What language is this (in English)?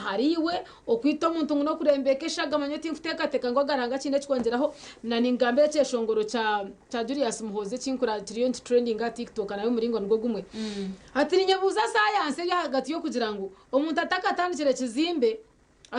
Nyankole